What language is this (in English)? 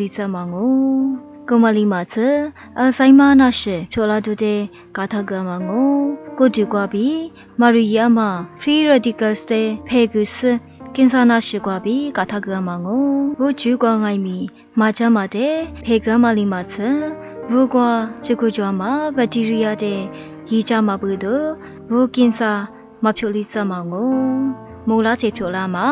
Lisu